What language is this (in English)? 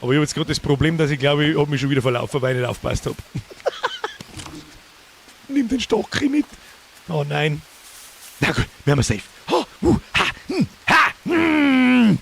Bavarian